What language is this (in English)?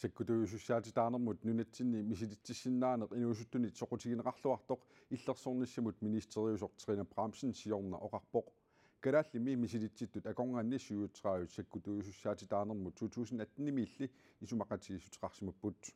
Kalaallisut